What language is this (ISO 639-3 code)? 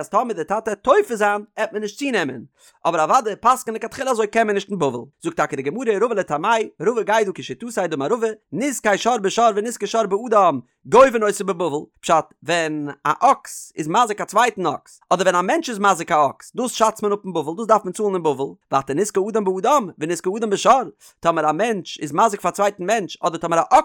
yid